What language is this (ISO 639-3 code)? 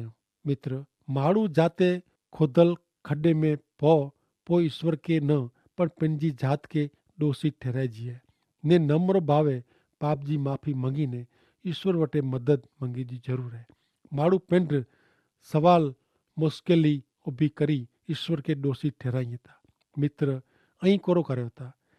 kfr